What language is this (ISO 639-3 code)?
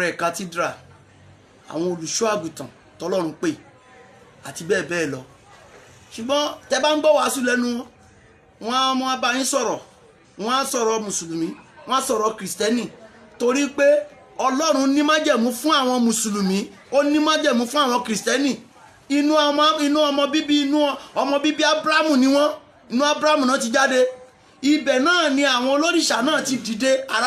yor